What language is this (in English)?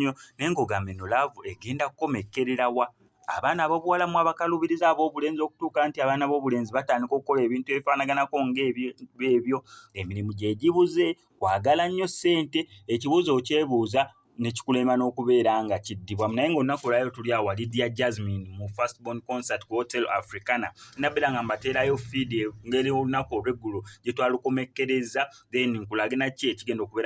Ganda